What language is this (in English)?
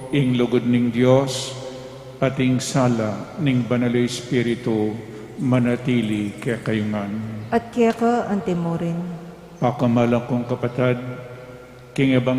Pampanga